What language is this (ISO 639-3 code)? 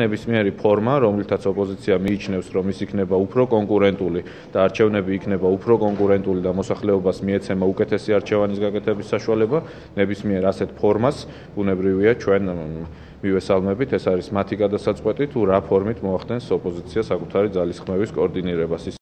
kat